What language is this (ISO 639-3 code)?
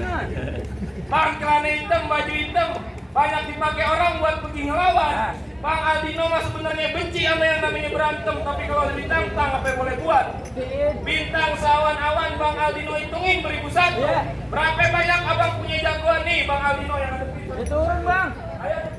bew